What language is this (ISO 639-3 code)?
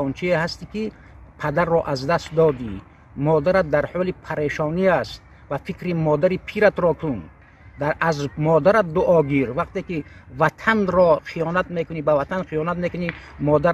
tgk